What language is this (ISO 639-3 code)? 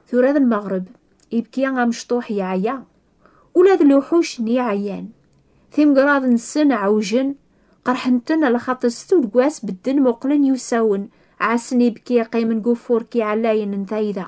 kab